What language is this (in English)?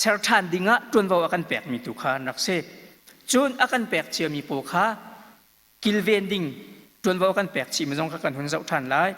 Hakha Chin